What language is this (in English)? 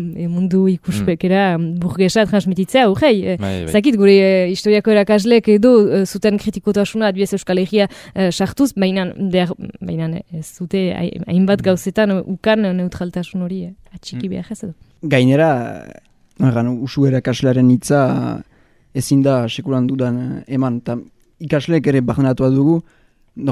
Basque